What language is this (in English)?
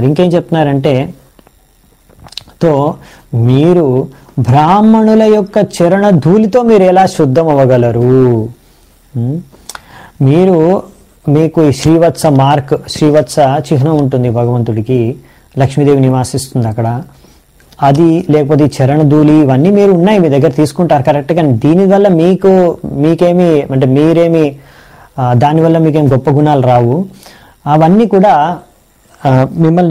Telugu